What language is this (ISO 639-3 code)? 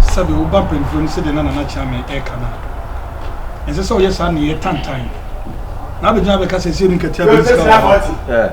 aka